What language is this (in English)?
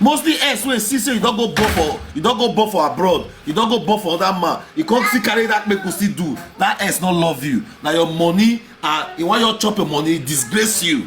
Nigerian Pidgin